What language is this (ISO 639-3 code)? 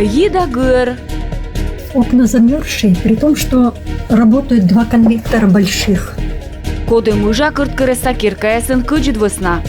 kom